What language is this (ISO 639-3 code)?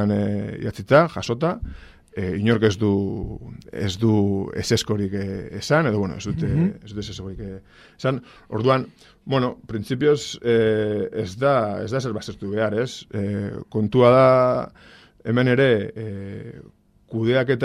eus